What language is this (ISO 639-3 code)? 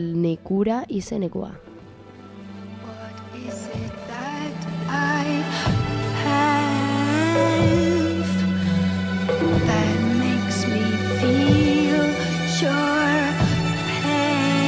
eus